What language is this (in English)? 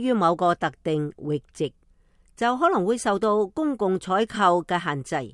Cantonese